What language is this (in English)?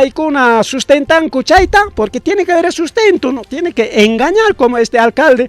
Ayacucho Quechua